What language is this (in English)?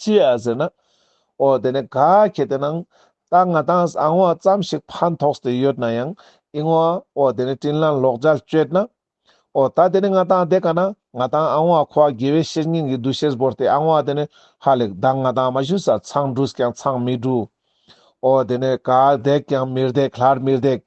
Ladakhi